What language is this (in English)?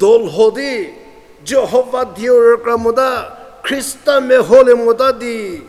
Angami Naga